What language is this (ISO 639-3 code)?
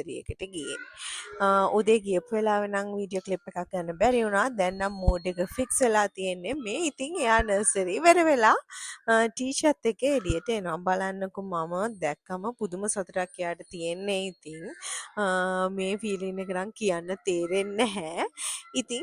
sin